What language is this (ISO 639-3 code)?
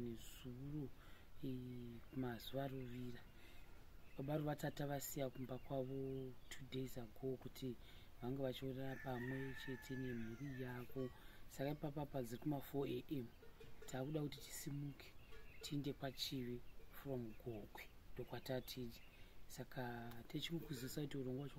sna